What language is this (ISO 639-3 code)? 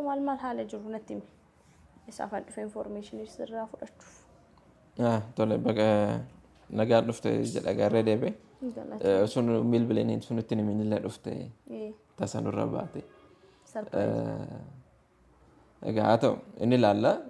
orm